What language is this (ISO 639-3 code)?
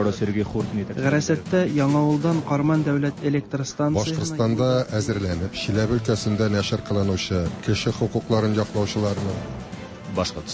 tat